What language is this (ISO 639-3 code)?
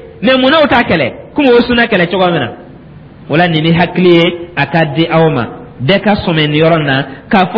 dyu